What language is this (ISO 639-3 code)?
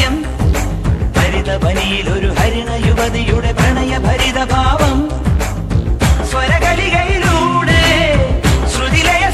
mal